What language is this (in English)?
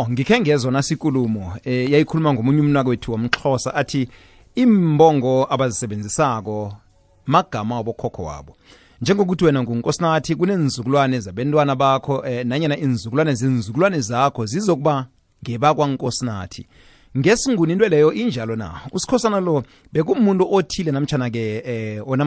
South Ndebele